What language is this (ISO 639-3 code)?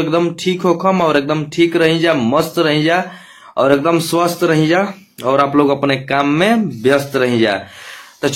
bho